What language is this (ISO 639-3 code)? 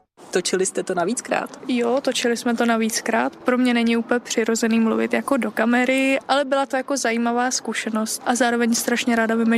ces